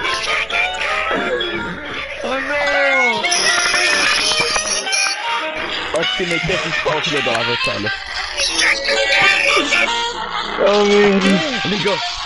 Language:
French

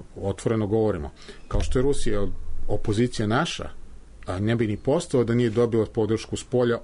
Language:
Serbian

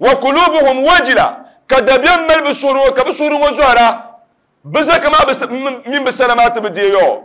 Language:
Dagbani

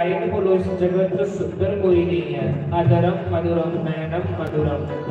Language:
Dogri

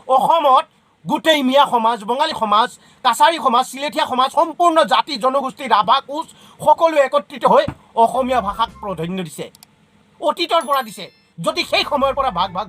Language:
Assamese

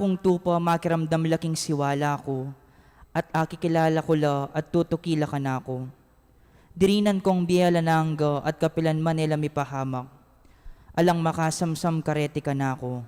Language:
Pampanga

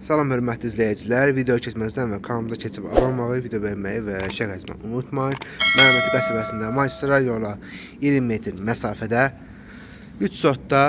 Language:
Azerbaijani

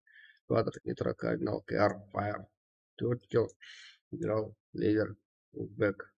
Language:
Kara-Kalpak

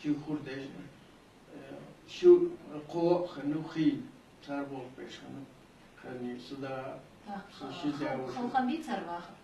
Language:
Ingush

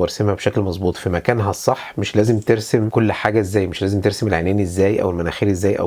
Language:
Egyptian Arabic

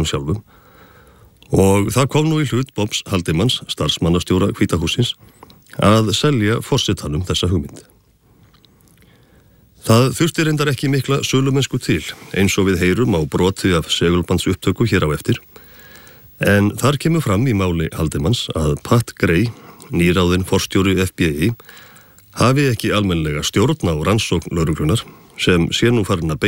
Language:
Icelandic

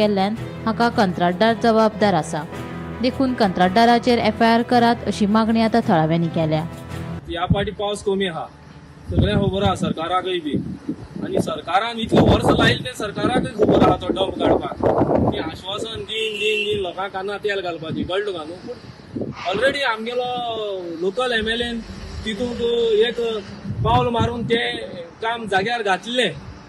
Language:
Konkani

